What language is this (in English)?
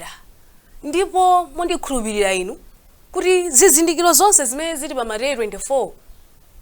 Nyanja